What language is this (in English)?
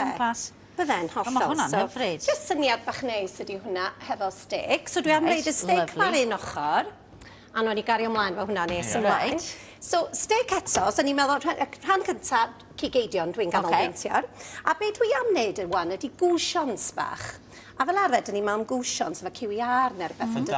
Welsh